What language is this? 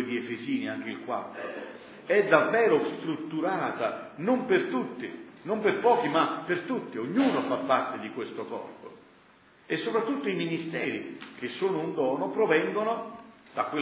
Italian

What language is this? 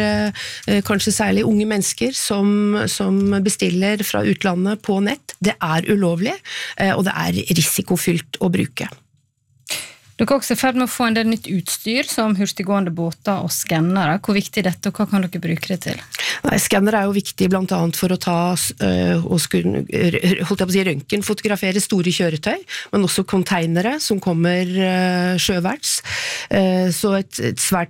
Norwegian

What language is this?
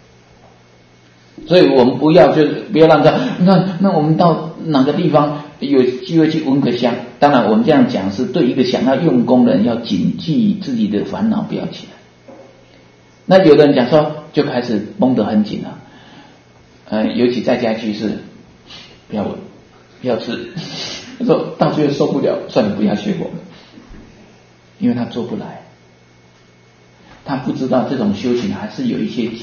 Chinese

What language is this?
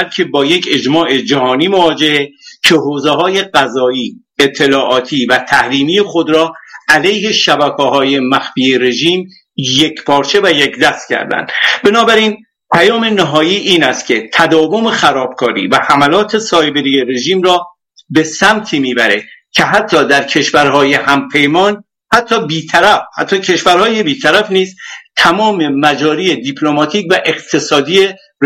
Persian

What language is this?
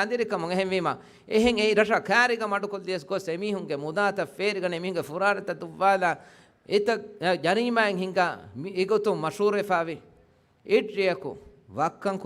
Divehi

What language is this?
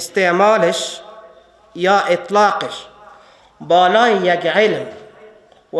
Persian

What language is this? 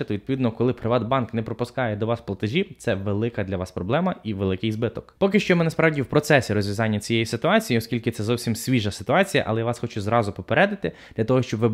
Ukrainian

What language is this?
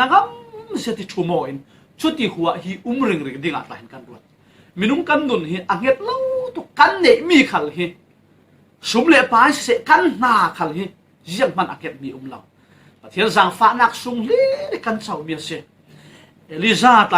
Falam Chin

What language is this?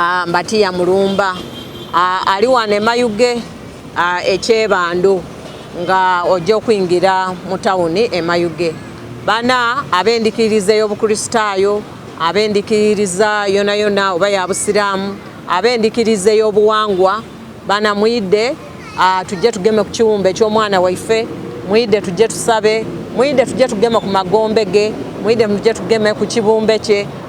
Soga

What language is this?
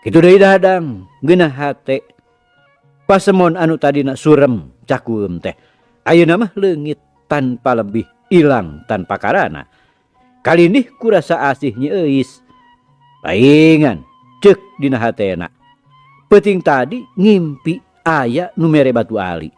Sundanese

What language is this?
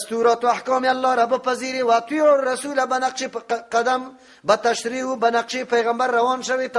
Persian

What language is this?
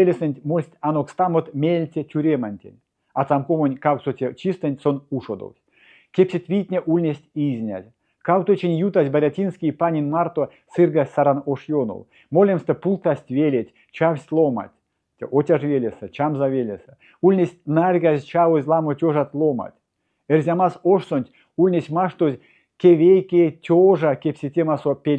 Erzya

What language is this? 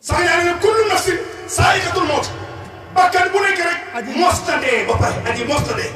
Wolof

